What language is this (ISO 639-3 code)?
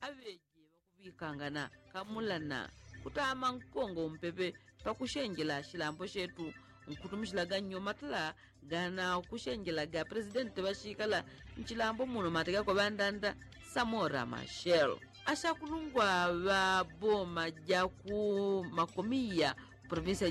yao